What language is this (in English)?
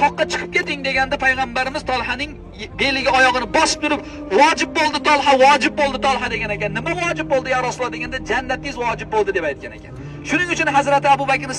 Uzbek